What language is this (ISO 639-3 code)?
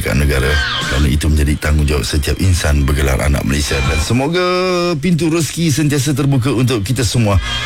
msa